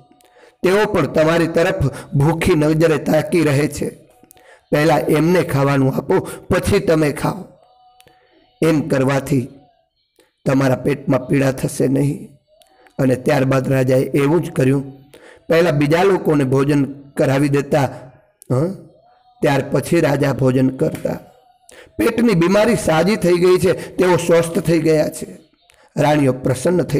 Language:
Gujarati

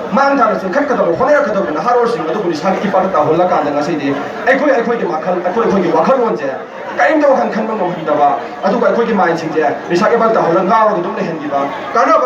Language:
Manipuri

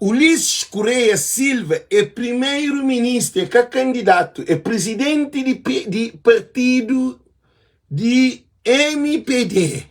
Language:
Kabuverdianu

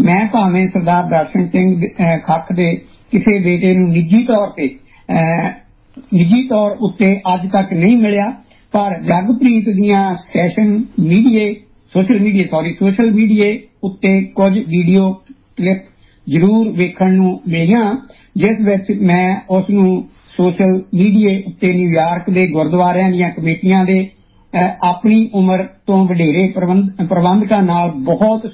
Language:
Punjabi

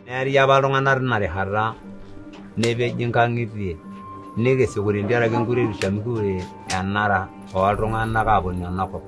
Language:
Masai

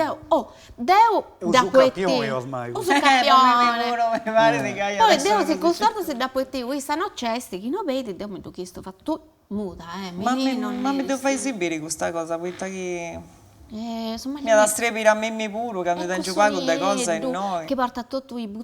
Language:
Sardinian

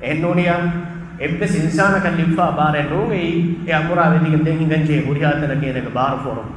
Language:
Divehi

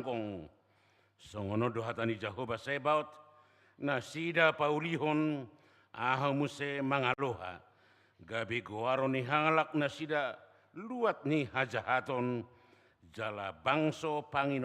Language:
Batak Toba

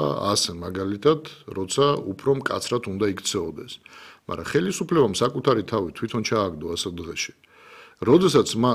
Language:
Georgian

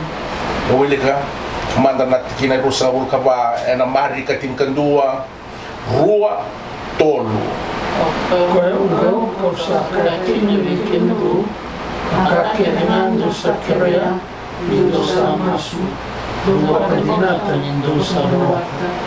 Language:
Fijian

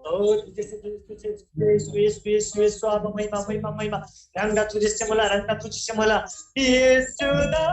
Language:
Eastern Tamang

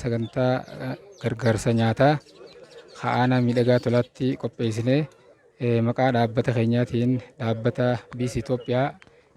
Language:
Oromo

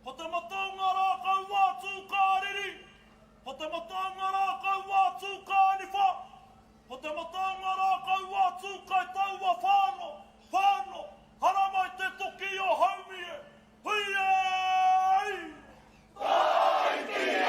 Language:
Māori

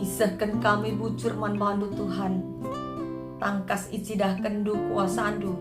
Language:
Batak Karo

